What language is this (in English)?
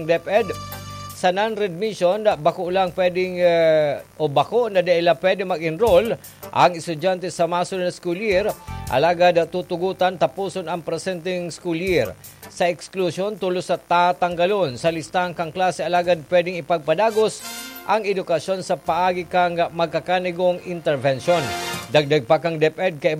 Bikol